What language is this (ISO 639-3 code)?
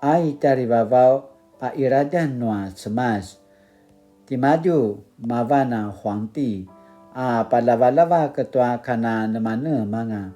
pwn